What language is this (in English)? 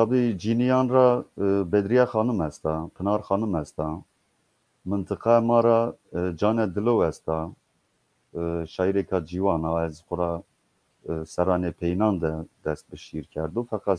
Zaza